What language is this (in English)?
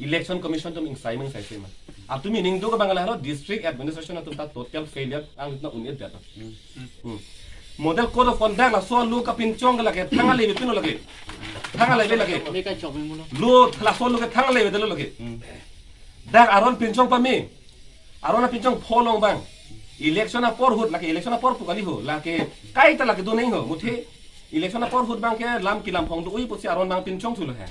Karbi